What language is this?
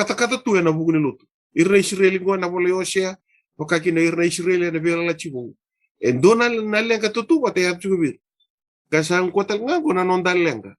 Fijian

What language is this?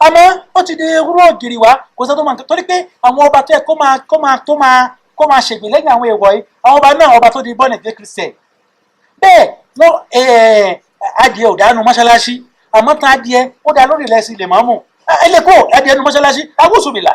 Yoruba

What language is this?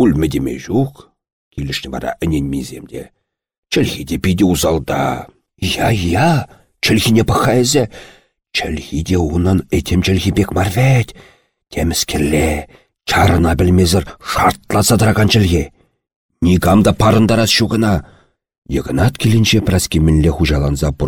Chuvash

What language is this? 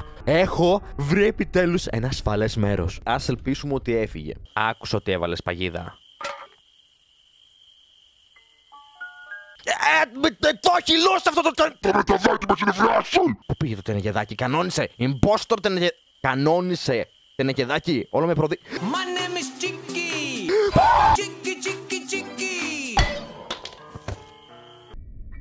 Greek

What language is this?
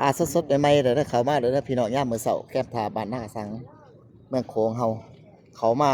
Lao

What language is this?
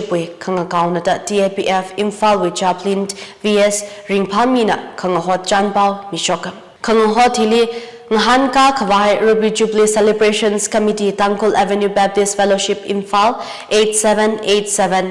Tangkhul Naga (India)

